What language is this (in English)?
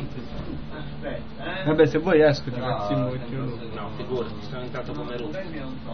Italian